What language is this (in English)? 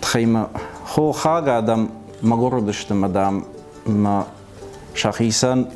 Ossetic